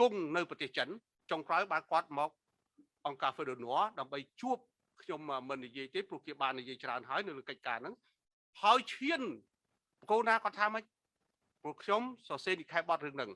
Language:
Khmer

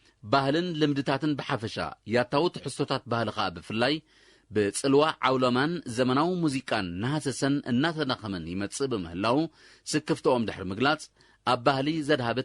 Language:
Tigrinya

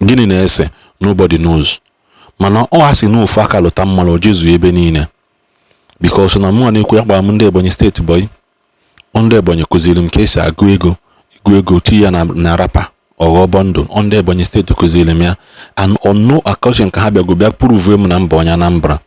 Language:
Igbo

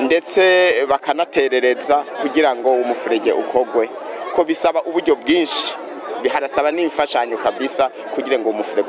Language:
Rundi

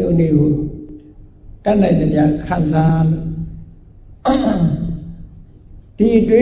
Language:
Burmese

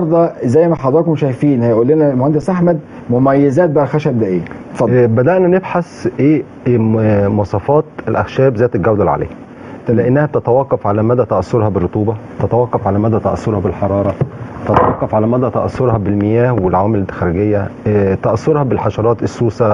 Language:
Egyptian Arabic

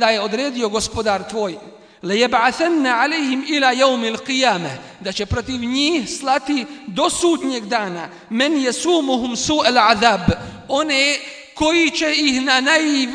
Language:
Bosnian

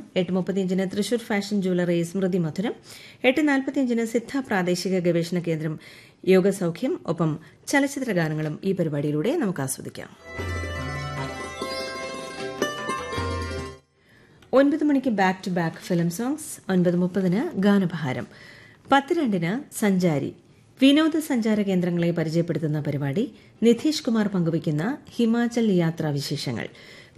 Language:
Malayalam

